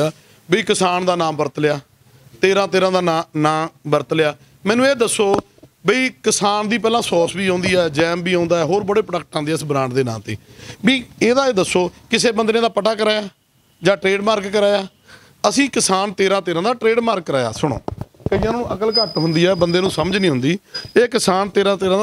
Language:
Punjabi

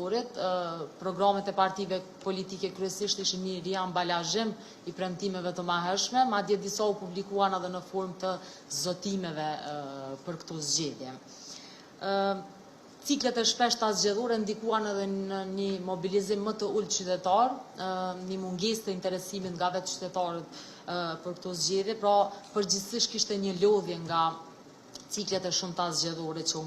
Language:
Albanian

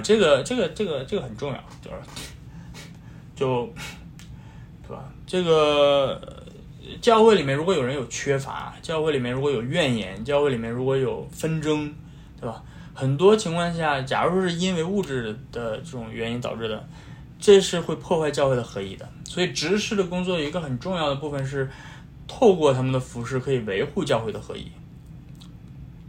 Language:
Chinese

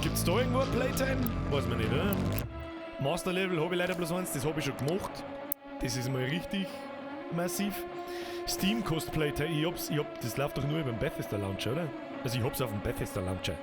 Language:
Bavarian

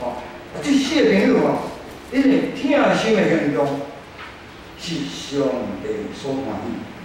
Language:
Min Nan Chinese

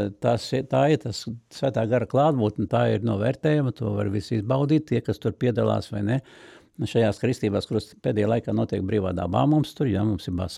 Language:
Latvian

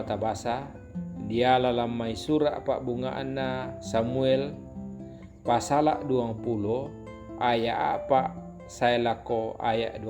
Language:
Toraja-Sa'dan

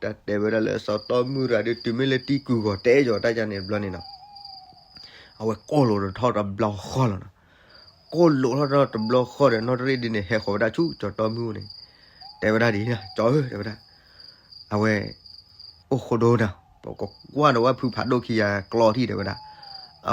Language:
S'gaw Karen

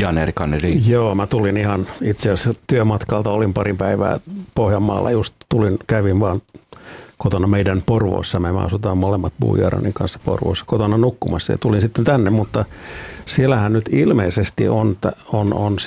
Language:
Finnish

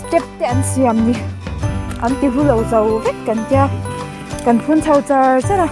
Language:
Mizo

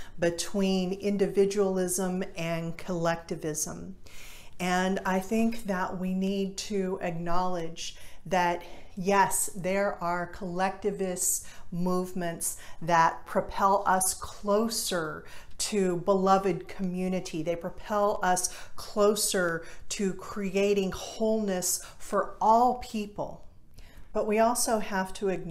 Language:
English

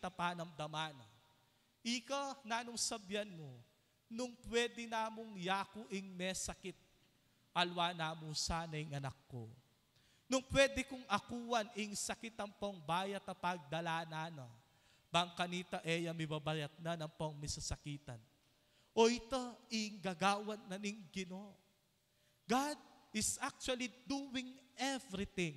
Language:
Pampanga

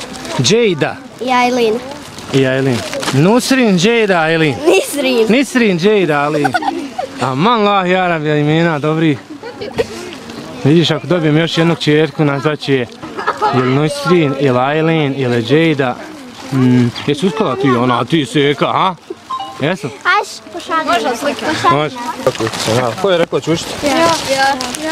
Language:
Bosnian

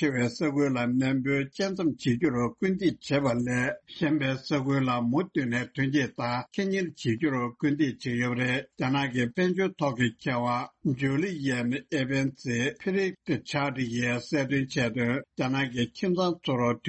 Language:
Tibetan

